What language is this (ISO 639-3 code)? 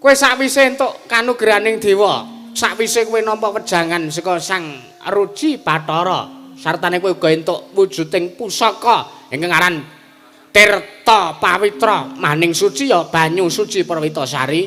jav